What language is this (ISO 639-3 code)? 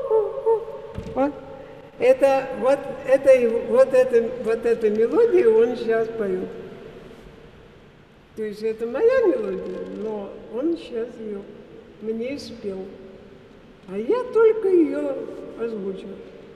rus